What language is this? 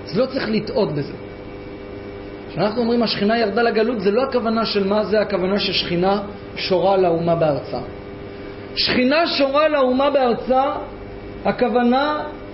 Hebrew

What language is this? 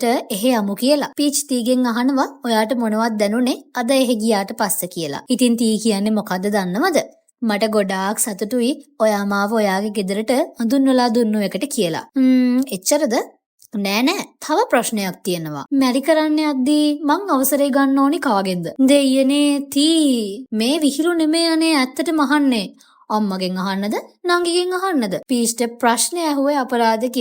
Sinhala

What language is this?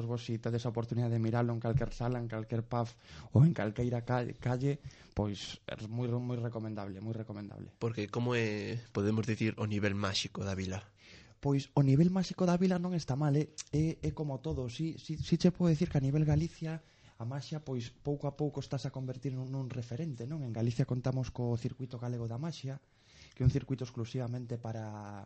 Galician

